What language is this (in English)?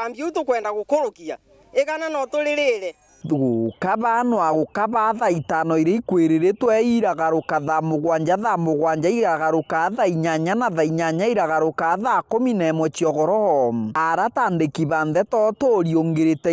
Meru